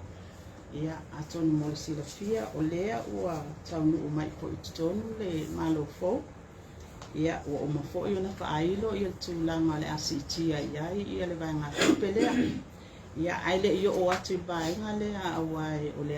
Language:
Samoan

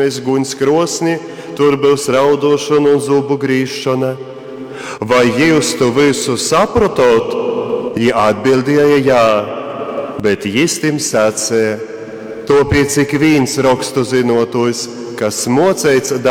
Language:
Latgalian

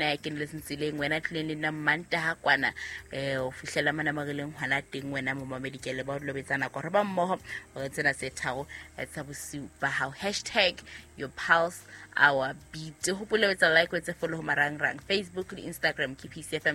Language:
Southern Sotho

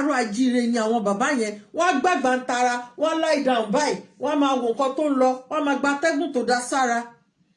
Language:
Yoruba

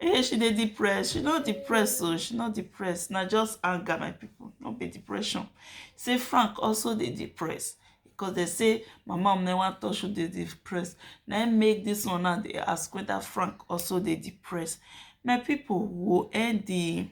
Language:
Nigerian Pidgin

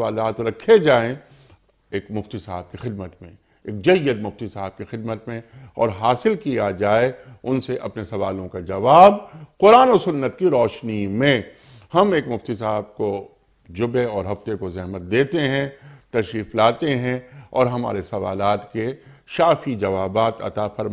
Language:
Urdu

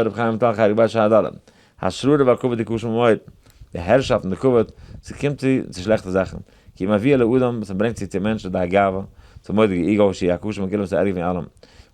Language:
Yiddish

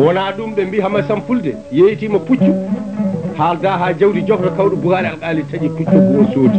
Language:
Fula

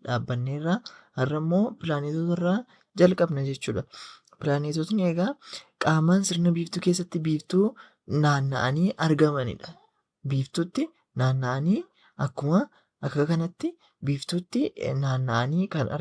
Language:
Oromo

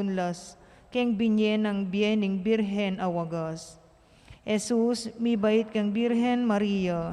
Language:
Pampanga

